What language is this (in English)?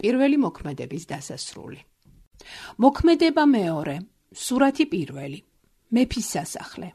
Georgian